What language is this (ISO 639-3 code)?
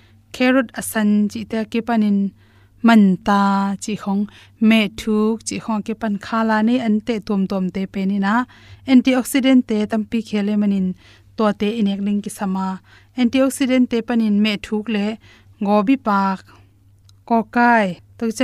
ctd